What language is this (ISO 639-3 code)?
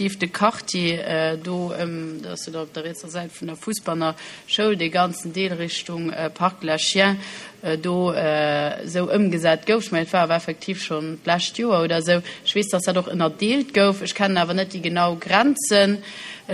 ltz